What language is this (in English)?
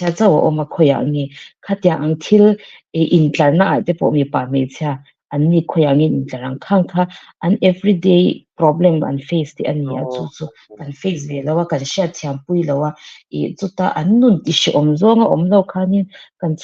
Mizo